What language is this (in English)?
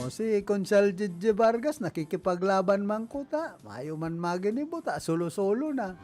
Bikol